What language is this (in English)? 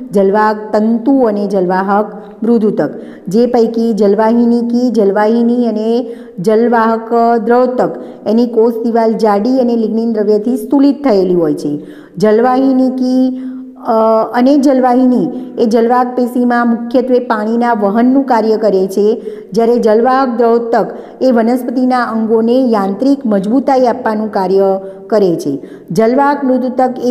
Gujarati